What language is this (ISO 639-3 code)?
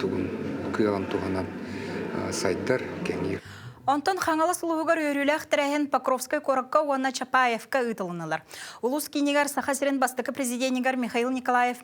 sah